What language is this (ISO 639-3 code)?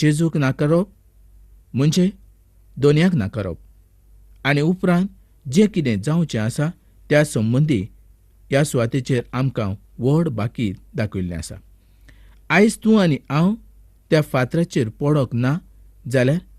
kok